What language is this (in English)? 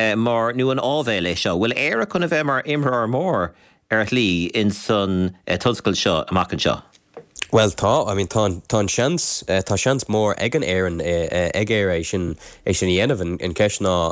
Irish